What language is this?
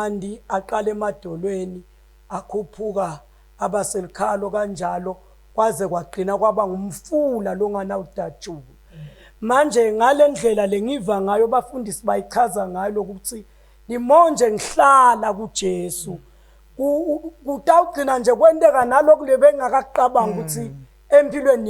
Zulu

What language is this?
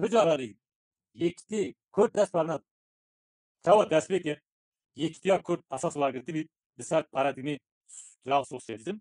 Kurdish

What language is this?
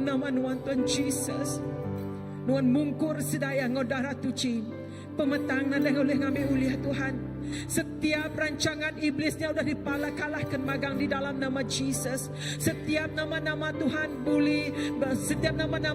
Iban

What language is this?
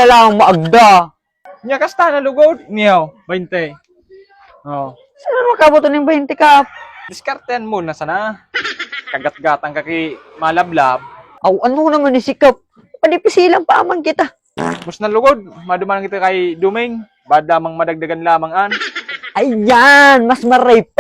Bikol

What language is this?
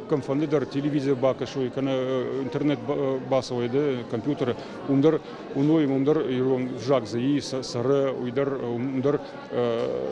Ossetic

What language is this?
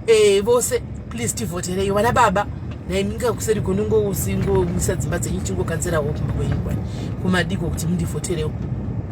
Shona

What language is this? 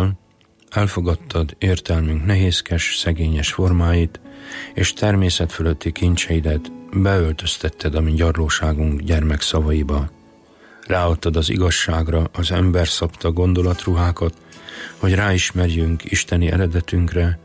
Hungarian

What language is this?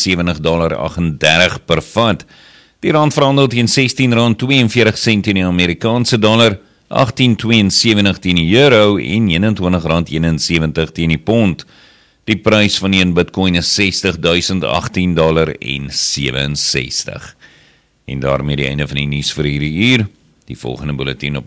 Afrikaans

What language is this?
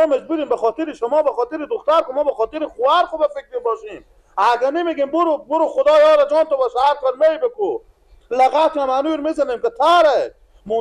Persian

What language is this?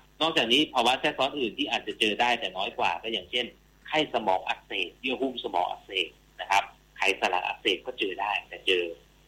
Thai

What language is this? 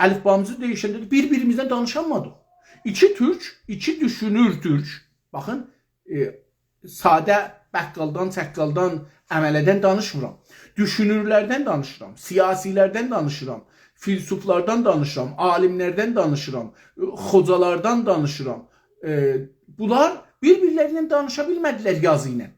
South Azerbaijani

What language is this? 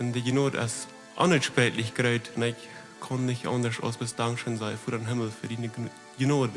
Plautdietsch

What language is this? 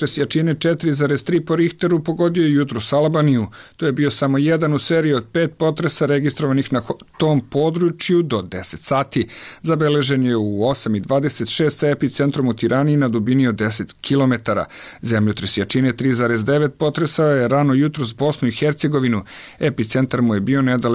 Serbian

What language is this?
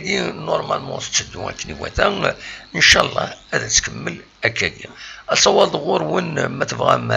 Kabyle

